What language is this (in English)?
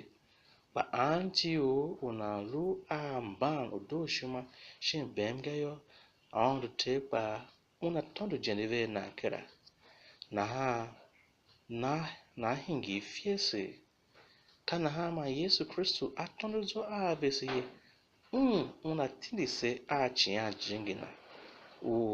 Tiv